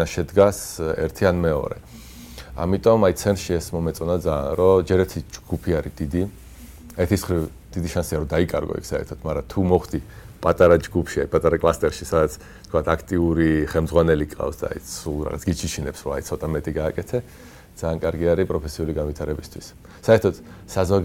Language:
Georgian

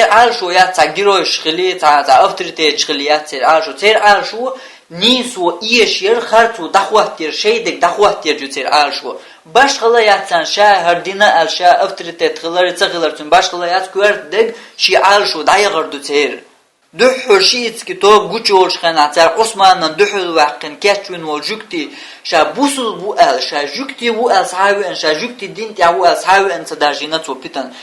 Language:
Chechen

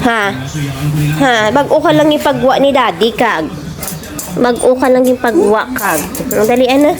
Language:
Hiligaynon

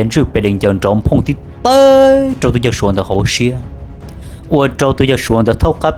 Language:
Hmong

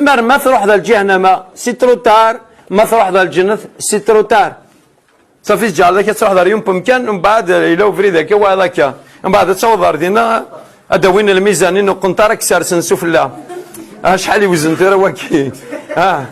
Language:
Kabyle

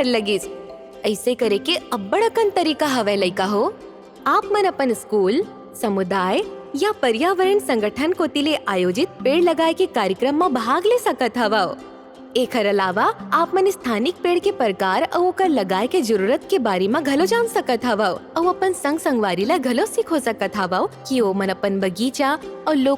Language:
Chhattisgarhi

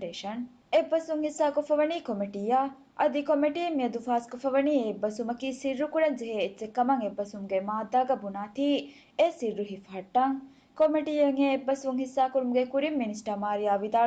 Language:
Divehi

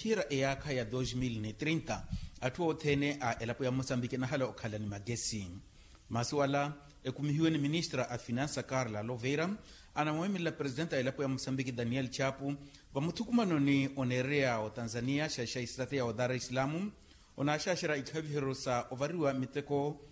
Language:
Makhuwa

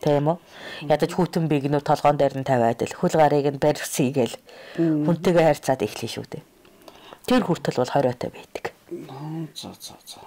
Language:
Mongolian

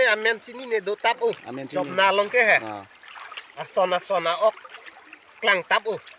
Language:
Karbi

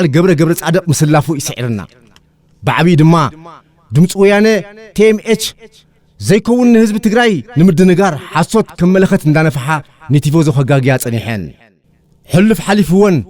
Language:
Tigrinya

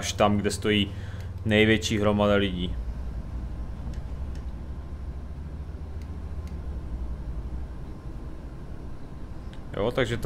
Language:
Czech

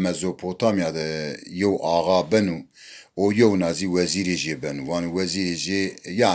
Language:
Zaza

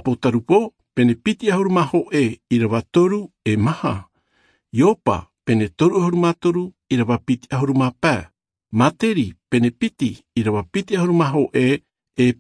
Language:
Tahitian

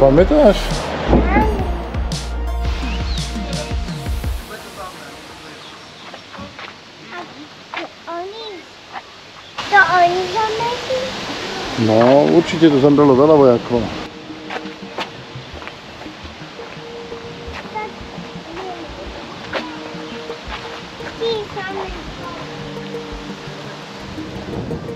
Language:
Slovak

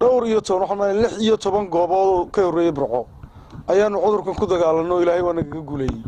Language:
Somali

